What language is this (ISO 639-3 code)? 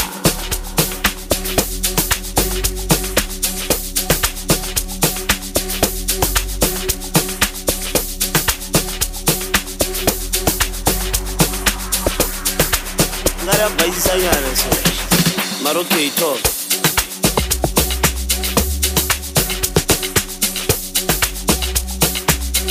zul